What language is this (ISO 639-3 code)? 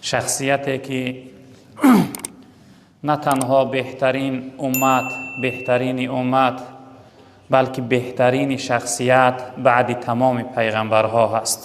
tgk